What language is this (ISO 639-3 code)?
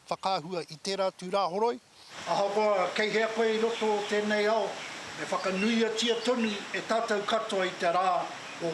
mri